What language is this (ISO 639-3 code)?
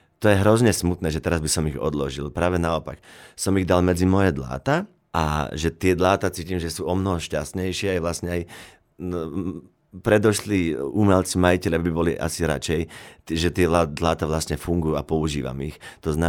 slk